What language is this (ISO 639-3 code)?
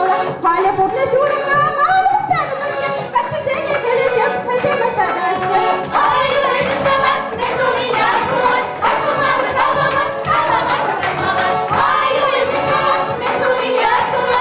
chv